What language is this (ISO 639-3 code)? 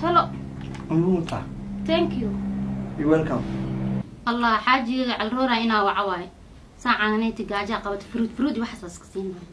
som